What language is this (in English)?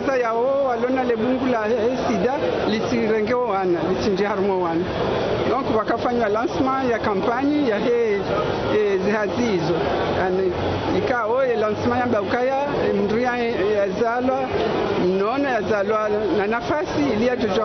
Ngazidja Comorian